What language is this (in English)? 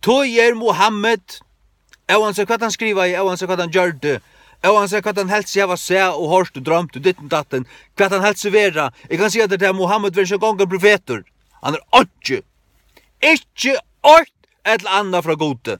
Faroese